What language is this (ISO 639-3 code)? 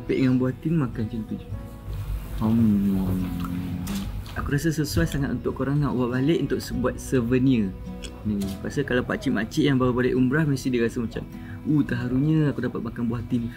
msa